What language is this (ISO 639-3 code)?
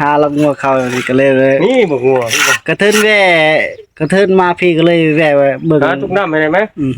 tts